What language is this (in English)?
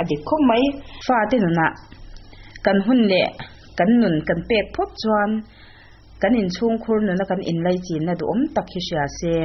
Mizo